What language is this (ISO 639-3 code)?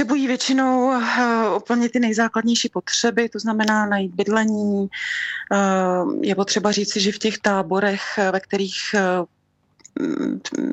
ces